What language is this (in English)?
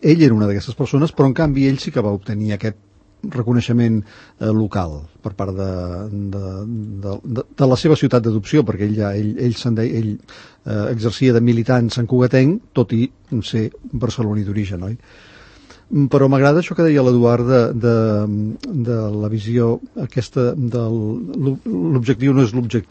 Catalan